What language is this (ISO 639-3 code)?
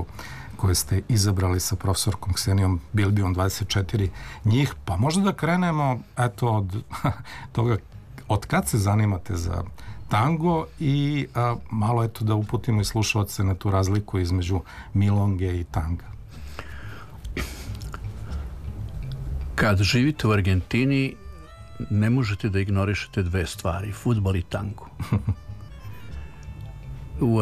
srp